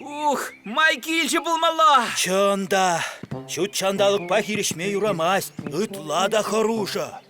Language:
Chuvash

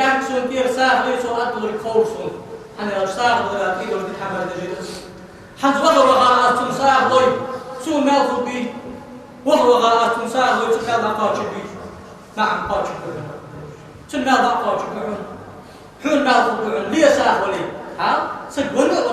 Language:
Ingush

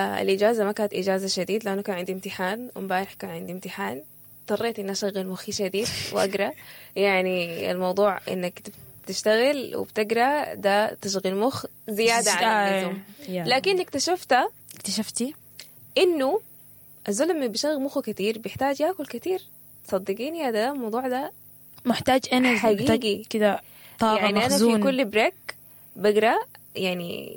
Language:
Sudanese Arabic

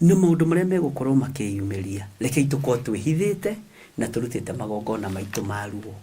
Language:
Kikuyu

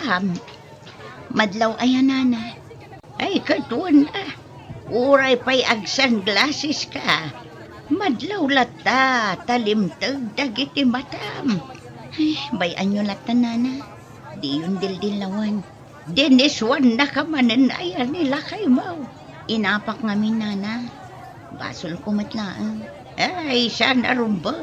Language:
Iloko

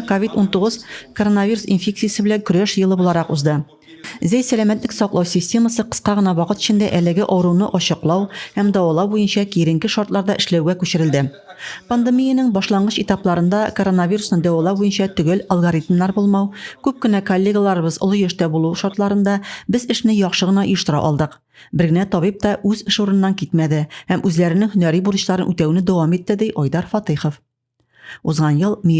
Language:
Tatar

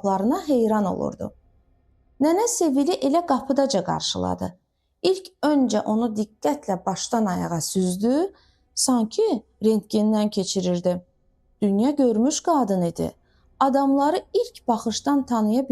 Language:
Azerbaijani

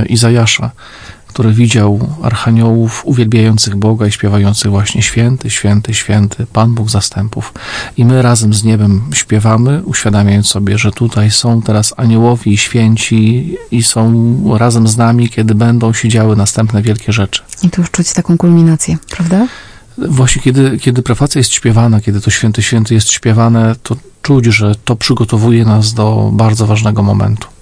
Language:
Polish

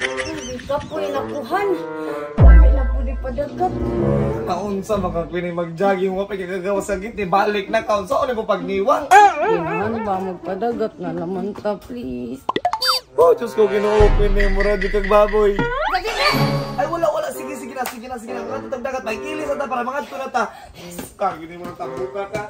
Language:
Cebuano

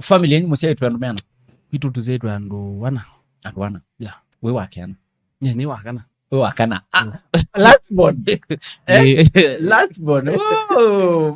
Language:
Kamba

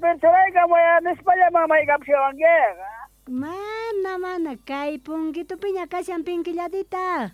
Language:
South Bolivian Quechua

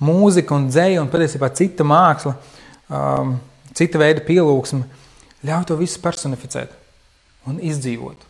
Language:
Latvian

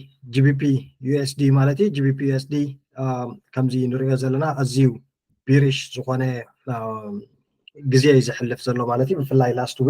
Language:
Tigrinya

